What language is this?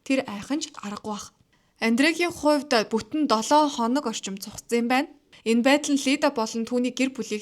Mongolian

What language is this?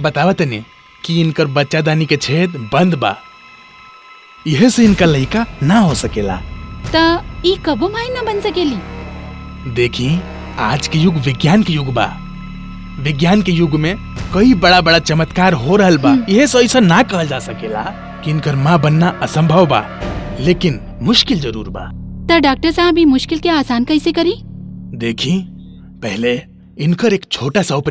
Bhojpuri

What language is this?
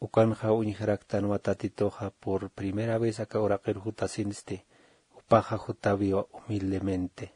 Aymara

